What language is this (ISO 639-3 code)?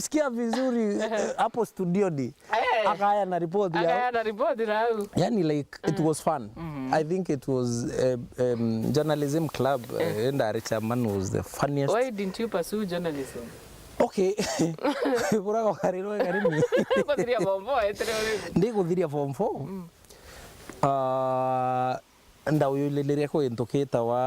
mer